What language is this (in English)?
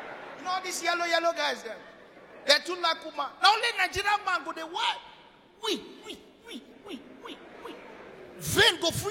Nigerian Pidgin